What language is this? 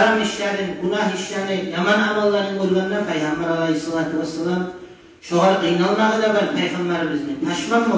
Kumyk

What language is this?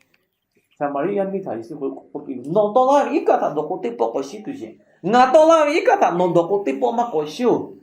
Lahu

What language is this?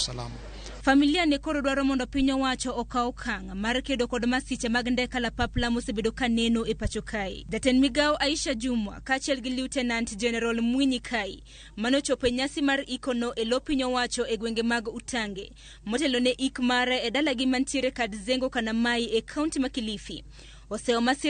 Luo (Kenya and Tanzania)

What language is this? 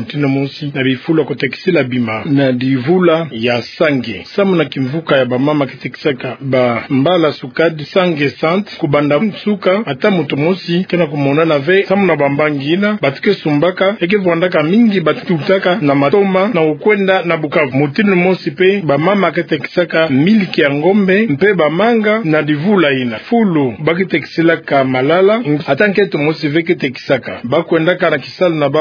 Kituba (Democratic Republic of Congo)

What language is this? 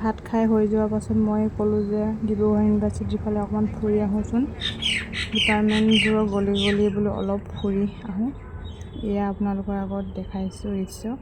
Assamese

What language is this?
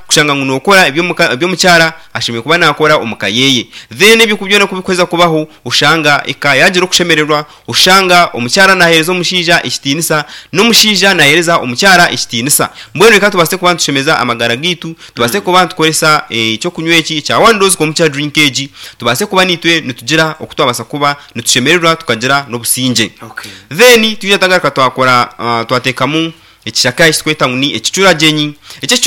Nyankole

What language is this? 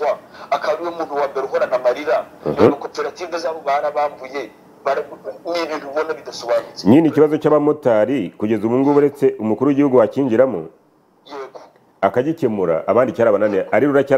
Kinyarwanda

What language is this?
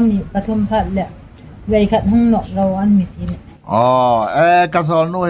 Hmar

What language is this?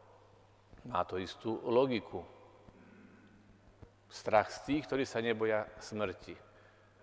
Slovak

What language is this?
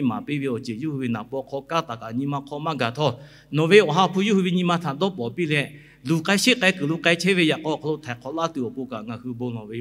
Lahu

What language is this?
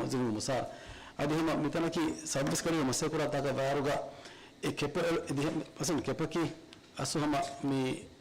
Divehi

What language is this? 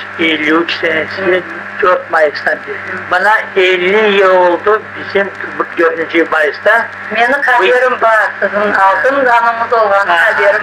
Crimean Tatar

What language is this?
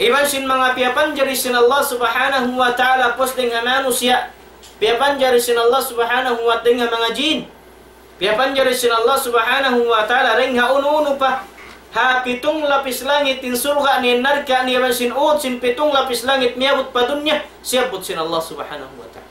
Tausug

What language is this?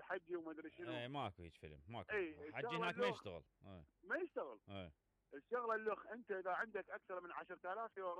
Mesopotamian Arabic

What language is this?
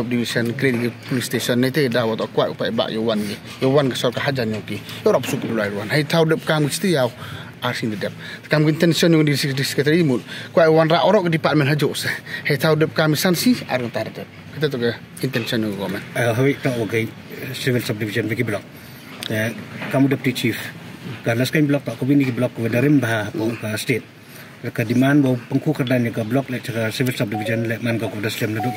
Khasi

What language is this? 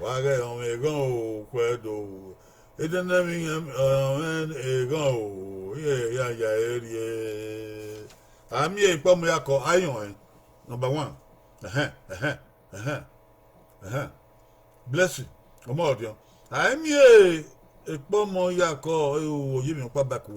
Bini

